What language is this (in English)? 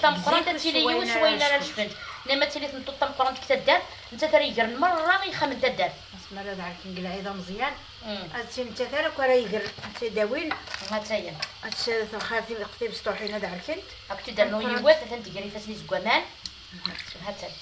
Kabyle